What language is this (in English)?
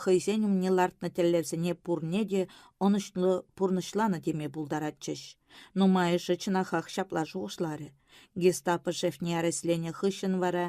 Chuvash